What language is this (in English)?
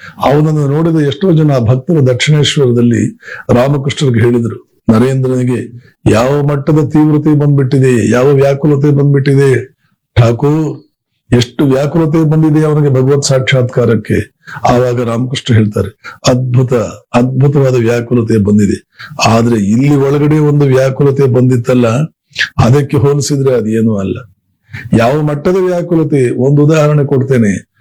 Kannada